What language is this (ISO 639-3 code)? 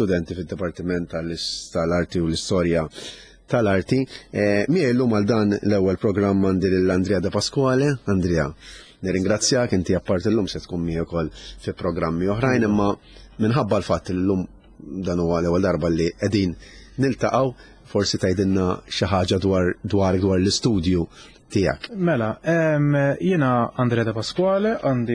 mlt